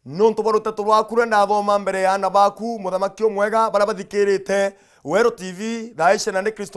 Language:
Meru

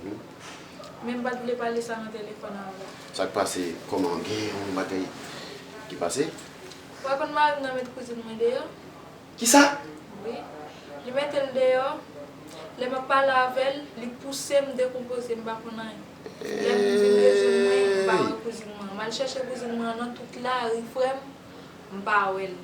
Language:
Haitian Creole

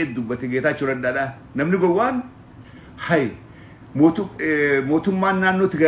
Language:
Oromo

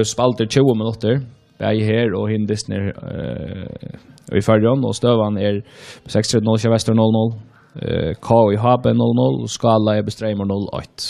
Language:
Faroese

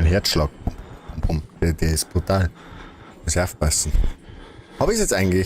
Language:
Bavarian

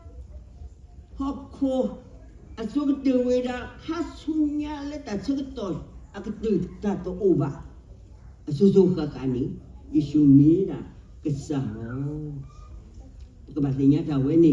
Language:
S'gaw Karen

